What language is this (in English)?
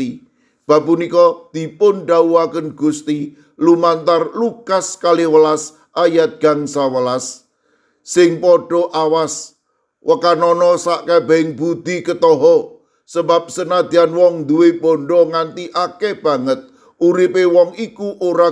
Javanese